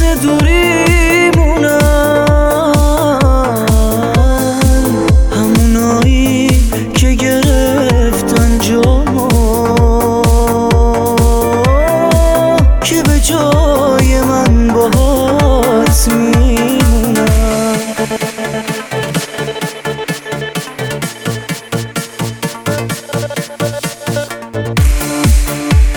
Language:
Persian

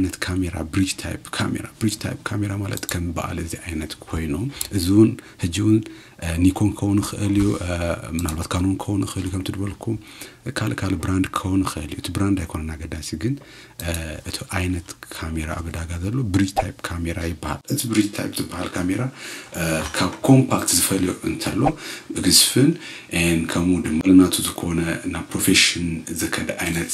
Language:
Tigrinya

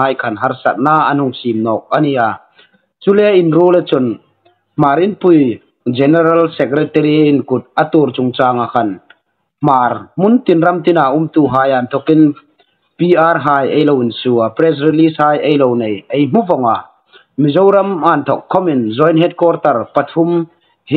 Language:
Hmar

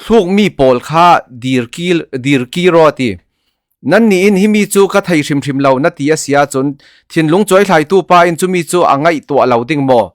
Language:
Falam Chin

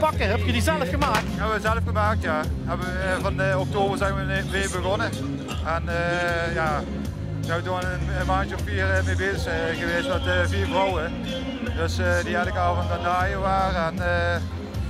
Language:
Limburgish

